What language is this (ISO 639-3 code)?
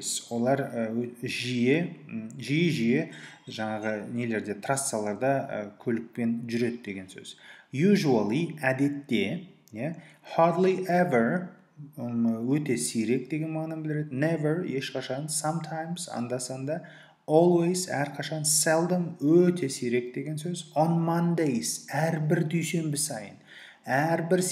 kaz